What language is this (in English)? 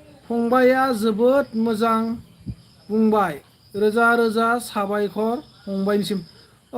Bodo